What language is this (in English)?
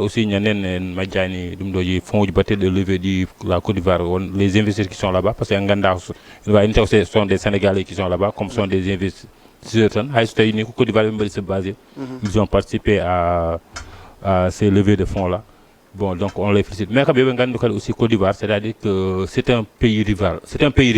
Fula